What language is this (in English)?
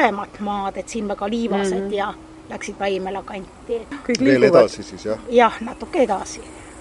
Estonian